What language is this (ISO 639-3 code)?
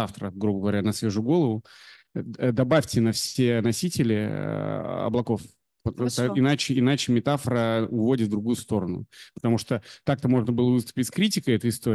rus